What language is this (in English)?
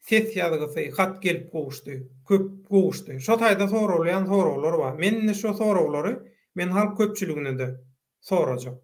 Turkmen